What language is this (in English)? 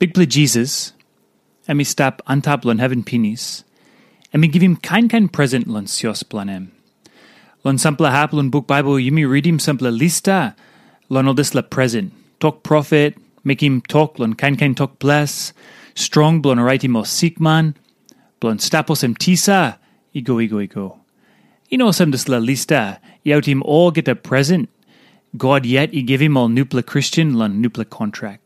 Tok Pisin